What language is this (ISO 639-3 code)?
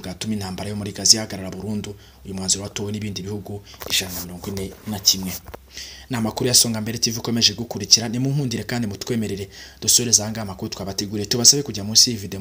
kin